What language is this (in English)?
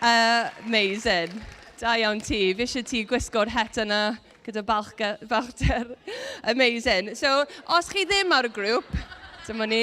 Welsh